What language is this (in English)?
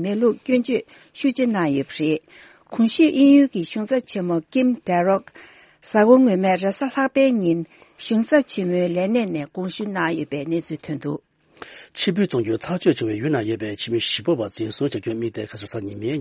Tibetan